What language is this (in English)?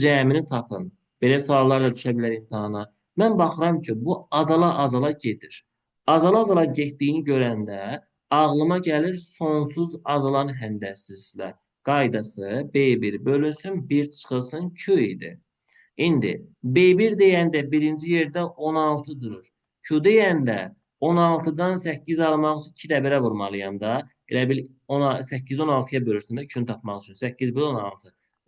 Azerbaijani